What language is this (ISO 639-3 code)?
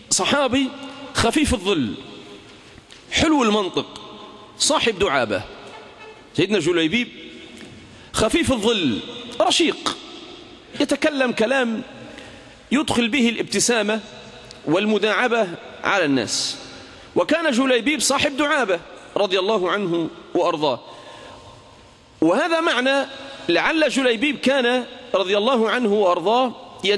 ara